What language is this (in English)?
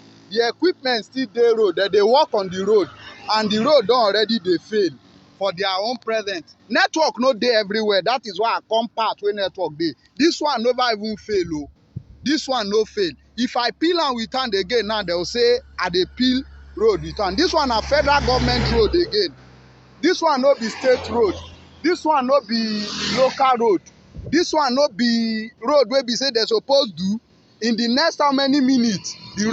Nigerian Pidgin